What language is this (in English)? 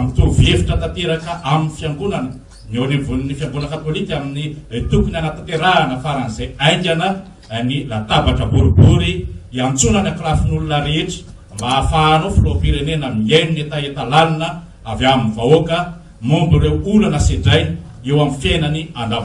Malagasy